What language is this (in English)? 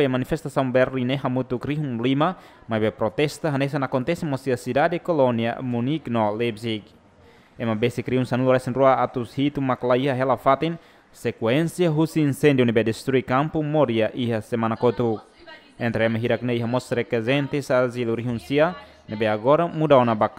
Tetum